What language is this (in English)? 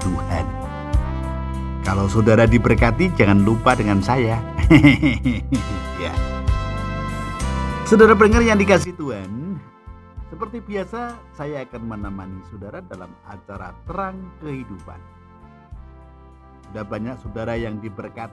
Indonesian